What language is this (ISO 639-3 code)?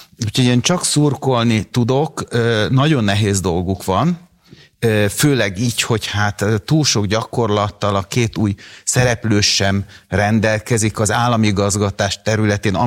hun